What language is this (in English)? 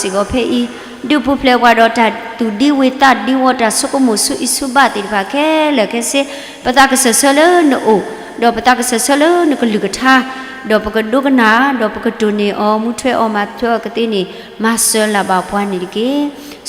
S'gaw Karen